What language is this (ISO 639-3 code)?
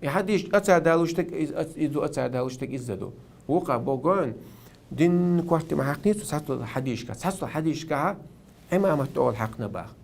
che